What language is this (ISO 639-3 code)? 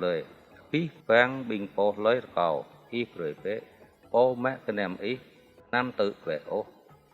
jra